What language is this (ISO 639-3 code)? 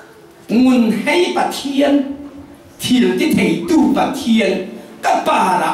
cfm